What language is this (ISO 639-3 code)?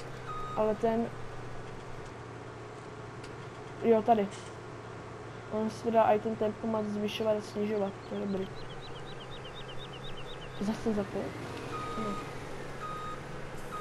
ces